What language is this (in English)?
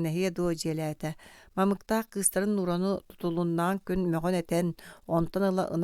Yakut